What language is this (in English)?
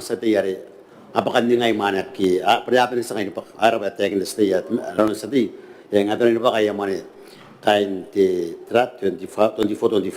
Gilbertese